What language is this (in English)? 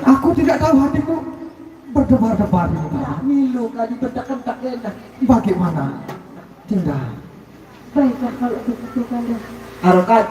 Sasak